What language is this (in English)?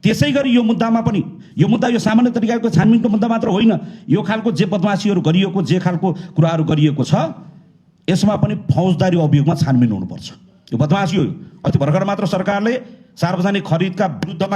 Nepali